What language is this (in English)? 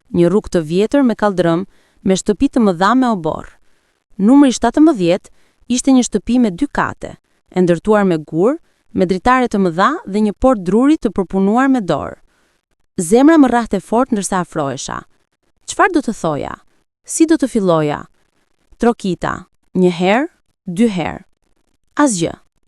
Albanian